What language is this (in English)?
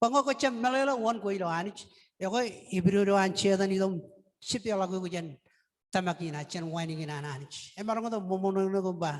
Marshallese